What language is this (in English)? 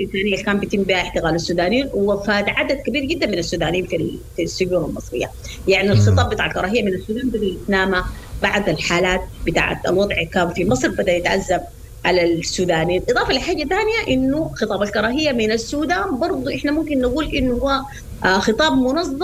Sudanese Arabic